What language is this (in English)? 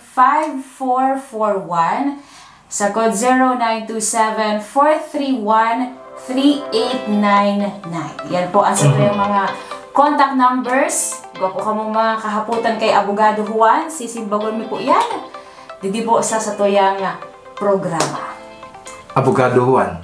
Bikol